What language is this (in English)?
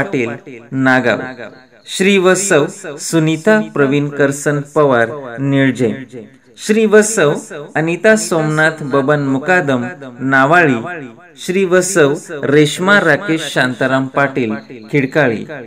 Marathi